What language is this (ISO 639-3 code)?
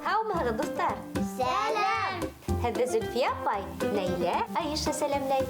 bak